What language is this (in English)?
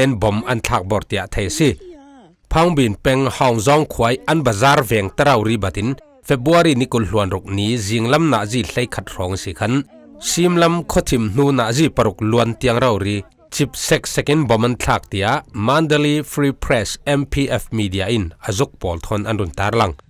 Falam Chin